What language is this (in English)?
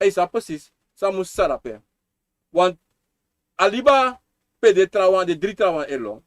Sranan Tongo